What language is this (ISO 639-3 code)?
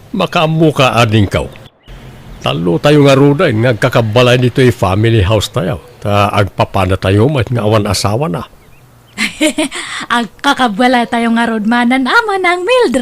ilo